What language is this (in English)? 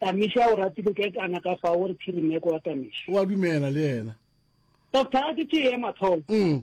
Northern Sotho